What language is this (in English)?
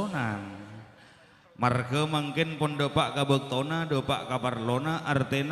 Madurese